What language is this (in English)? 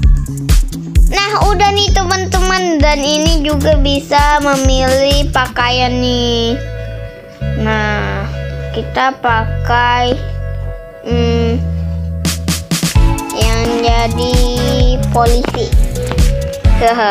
Indonesian